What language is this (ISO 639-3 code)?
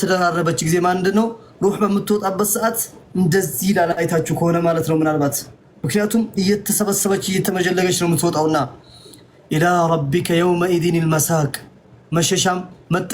amh